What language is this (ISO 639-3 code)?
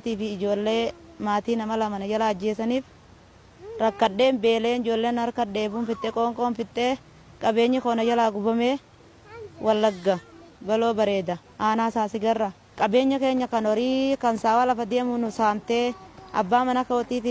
orm